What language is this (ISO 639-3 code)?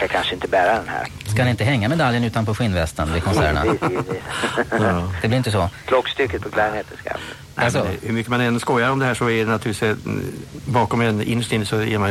swe